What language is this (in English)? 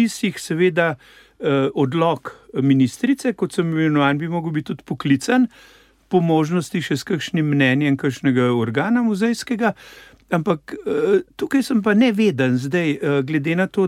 Slovenian